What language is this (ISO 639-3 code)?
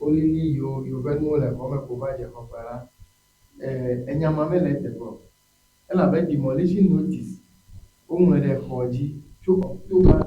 ewe